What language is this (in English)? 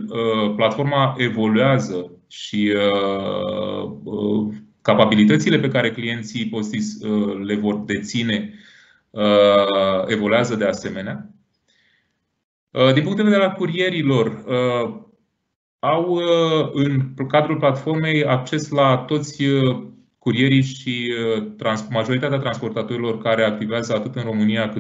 Romanian